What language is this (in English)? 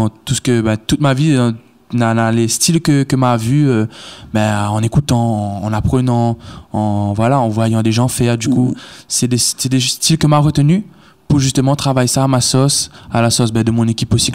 Réunion Creole French